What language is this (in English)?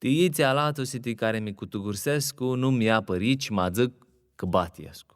Aromanian